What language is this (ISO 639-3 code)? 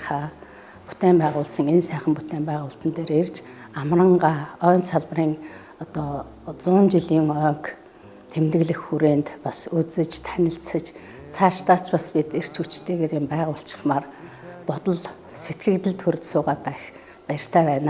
mon